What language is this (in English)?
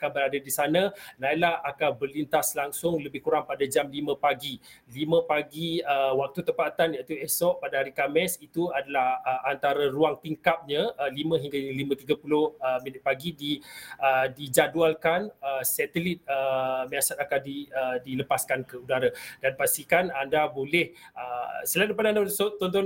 Malay